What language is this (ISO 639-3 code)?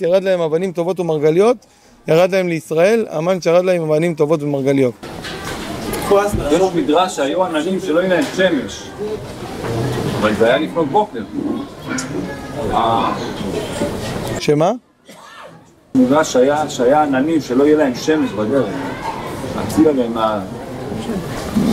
heb